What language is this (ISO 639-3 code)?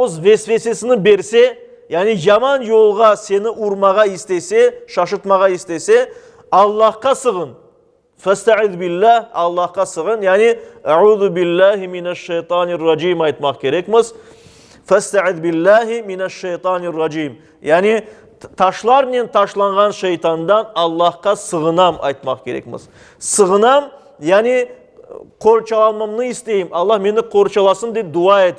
crh